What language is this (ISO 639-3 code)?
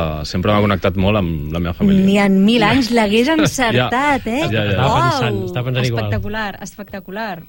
cat